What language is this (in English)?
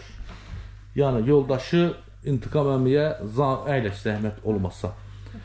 Azerbaijani